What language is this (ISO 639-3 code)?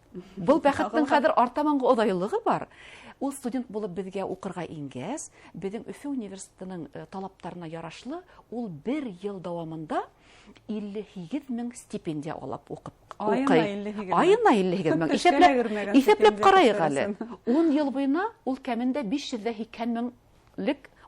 bak